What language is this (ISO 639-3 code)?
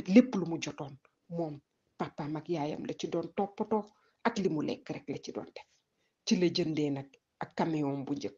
wol